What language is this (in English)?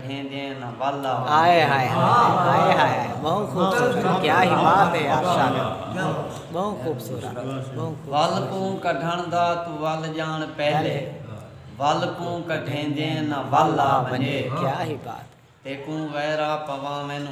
Saraiki